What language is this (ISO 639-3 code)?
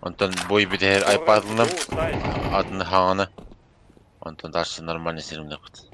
sah